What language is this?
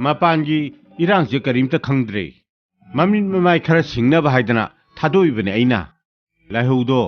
Manipuri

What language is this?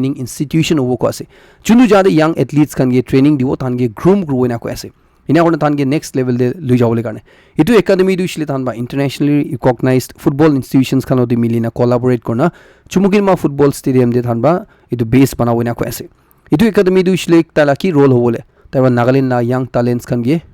Naga Pidgin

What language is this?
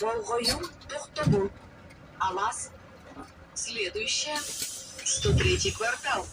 Yakut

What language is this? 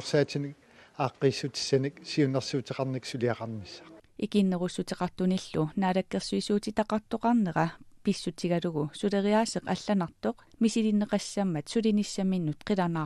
Kalaallisut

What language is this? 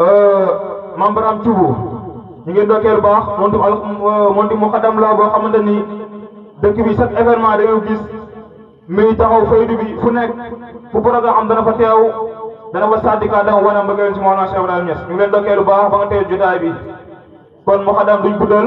Wolof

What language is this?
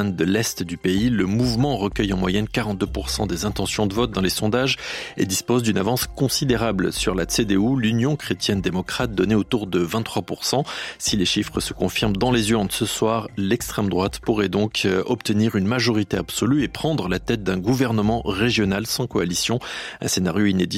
French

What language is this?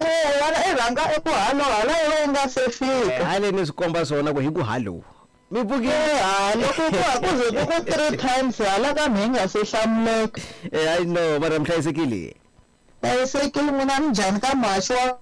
Tsonga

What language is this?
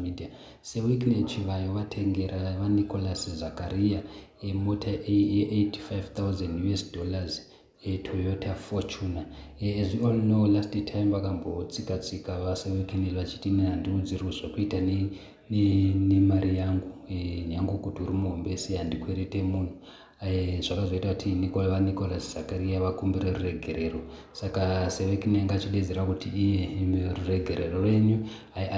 Shona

